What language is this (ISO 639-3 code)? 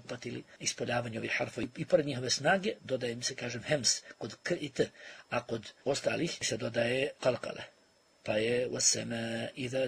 bos